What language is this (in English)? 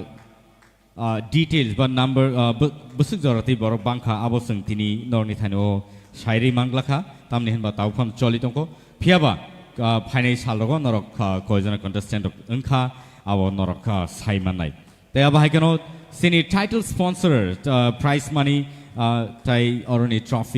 Kok Borok